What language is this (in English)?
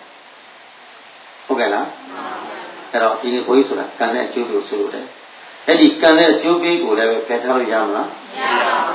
Burmese